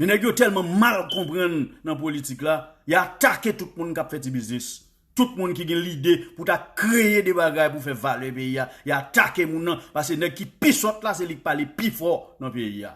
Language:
Haitian Creole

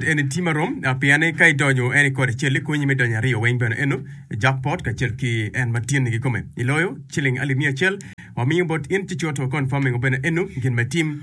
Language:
Acoli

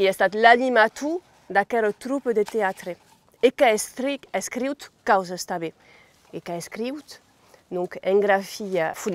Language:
Occitan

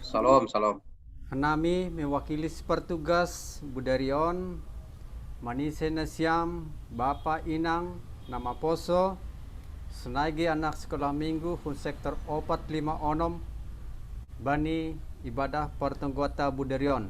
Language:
Batak Simalungun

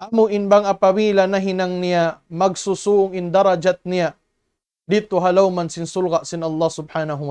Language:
Tausug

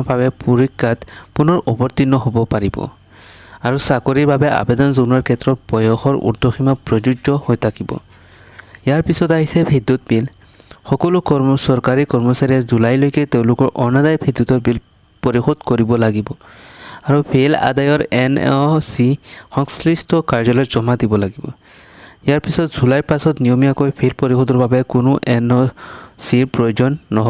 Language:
Assamese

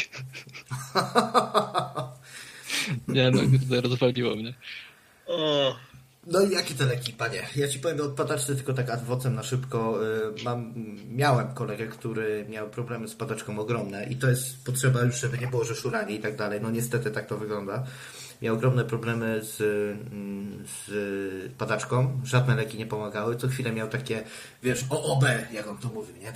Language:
Polish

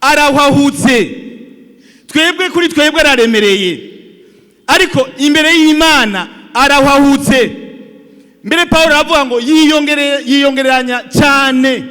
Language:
Rundi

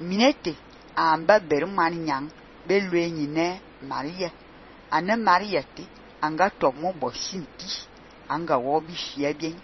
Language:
Fang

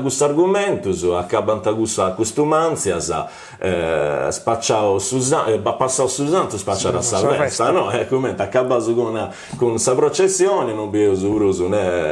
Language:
Sardinian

